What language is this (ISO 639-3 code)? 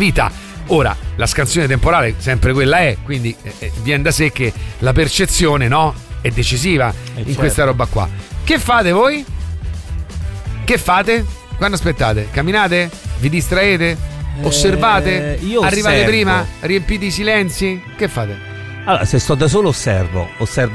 ita